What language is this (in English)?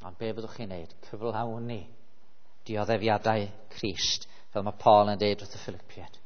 Welsh